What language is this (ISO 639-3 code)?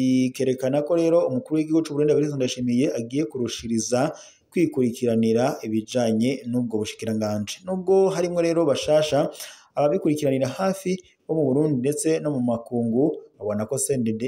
run